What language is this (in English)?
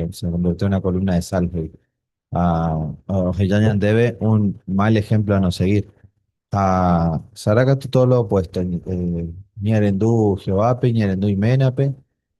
Guarani